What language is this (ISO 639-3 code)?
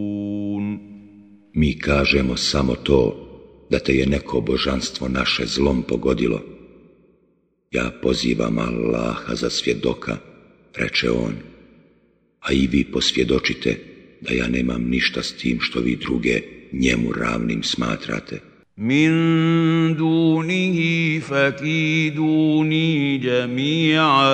bos